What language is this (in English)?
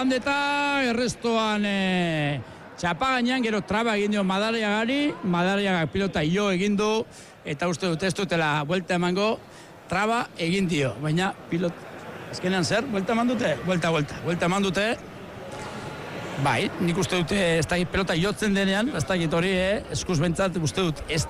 Basque